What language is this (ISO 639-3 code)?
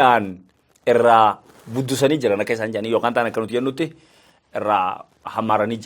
orm